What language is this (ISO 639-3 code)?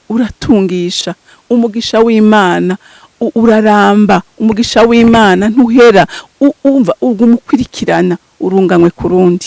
run